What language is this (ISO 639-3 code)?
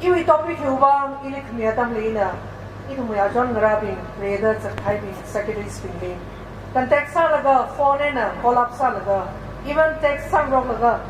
nmf